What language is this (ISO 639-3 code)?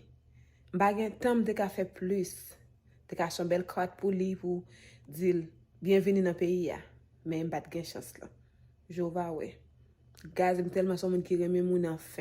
hat